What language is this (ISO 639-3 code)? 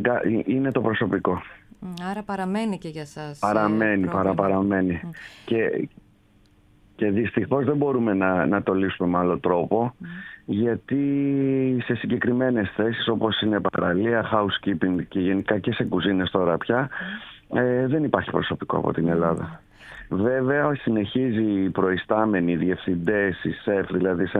ell